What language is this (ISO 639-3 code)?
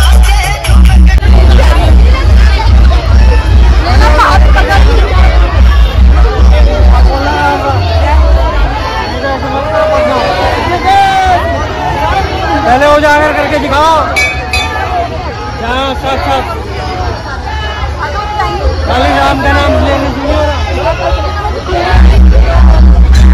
hin